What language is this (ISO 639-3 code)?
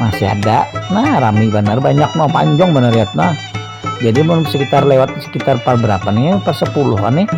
bjn